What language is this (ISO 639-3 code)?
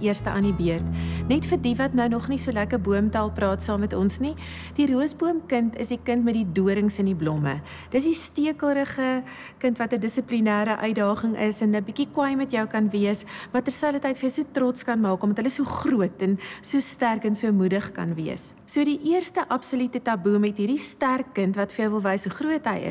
afr